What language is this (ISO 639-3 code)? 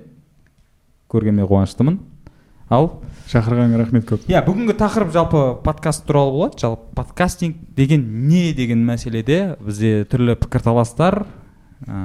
kaz